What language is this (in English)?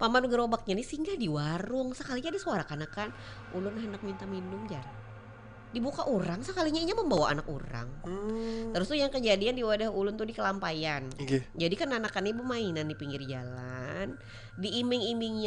Banjar